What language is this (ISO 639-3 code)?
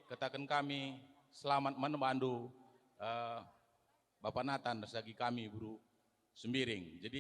btx